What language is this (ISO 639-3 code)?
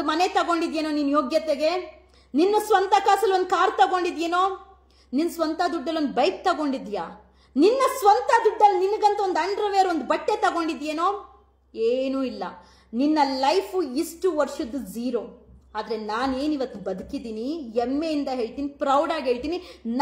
kan